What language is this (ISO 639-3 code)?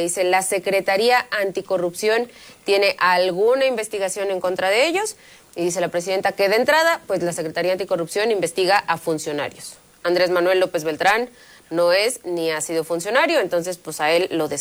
spa